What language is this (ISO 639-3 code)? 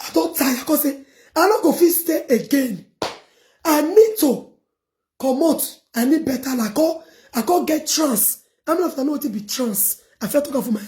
pcm